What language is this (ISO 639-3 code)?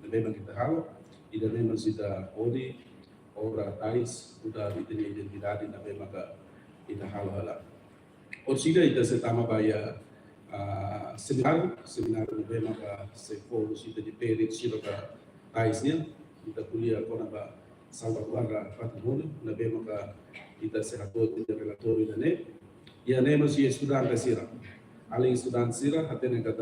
tet